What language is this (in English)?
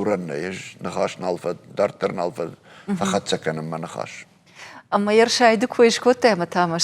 Ossetic